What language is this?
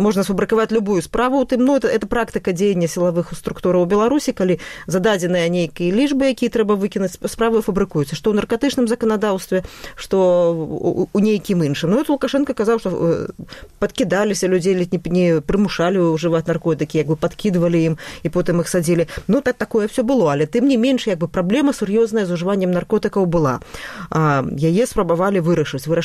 Belarusian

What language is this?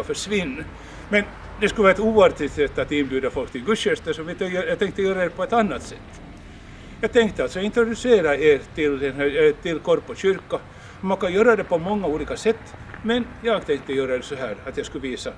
Swedish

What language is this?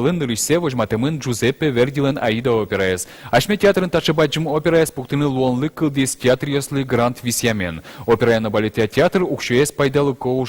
Udmurt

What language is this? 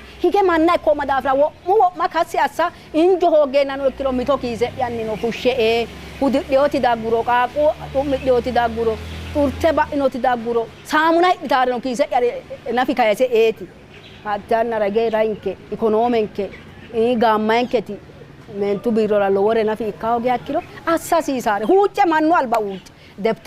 Sidamo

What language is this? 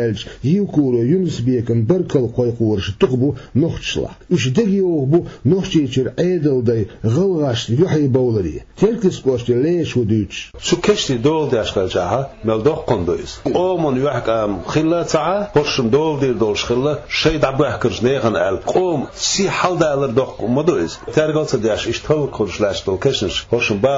Chechen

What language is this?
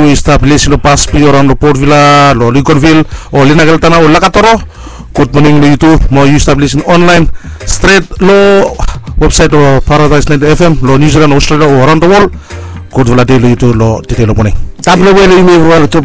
Bislama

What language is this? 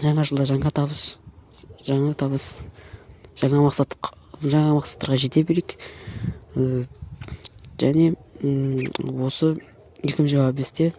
Kazakh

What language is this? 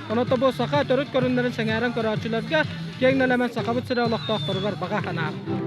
Yakut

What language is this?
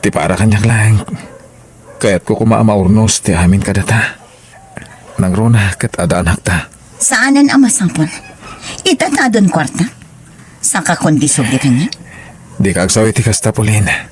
Iloko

